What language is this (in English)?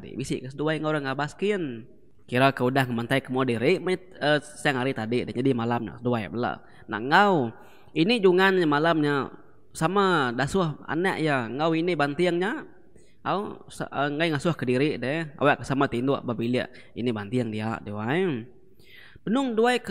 Iban